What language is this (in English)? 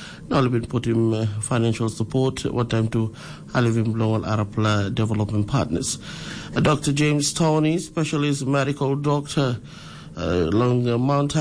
Tok Pisin